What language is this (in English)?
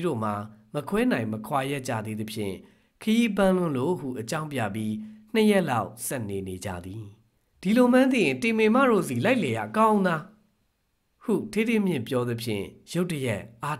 Burmese